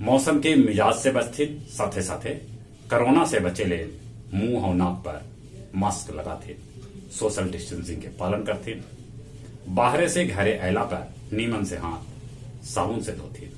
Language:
Magahi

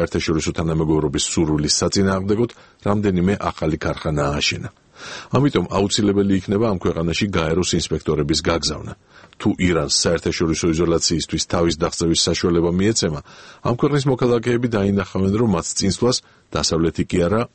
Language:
Georgian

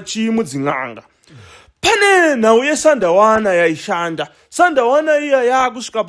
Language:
Shona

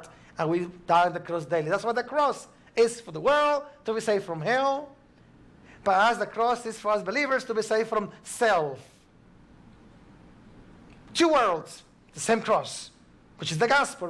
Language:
English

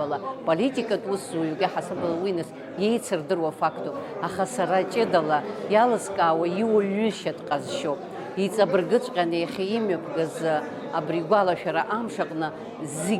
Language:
Abkhazian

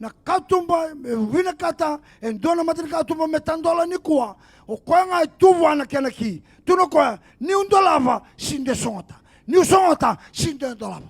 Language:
Fijian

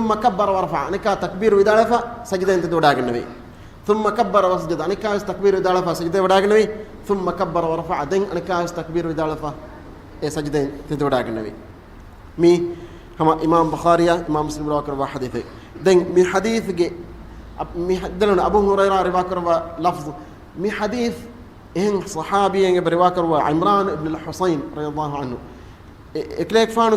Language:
Divehi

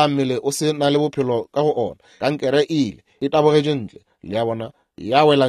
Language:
Northern Sotho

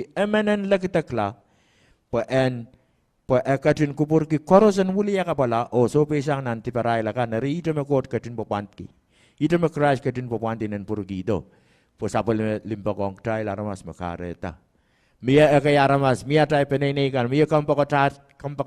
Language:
Pohnpeian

